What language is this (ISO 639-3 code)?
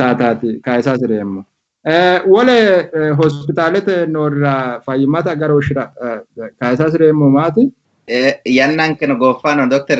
sid